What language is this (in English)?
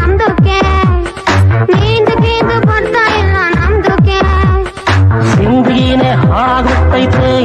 Kannada